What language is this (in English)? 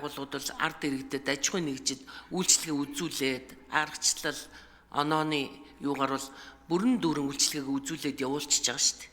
Mongolian